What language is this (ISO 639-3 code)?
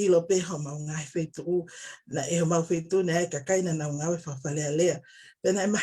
ton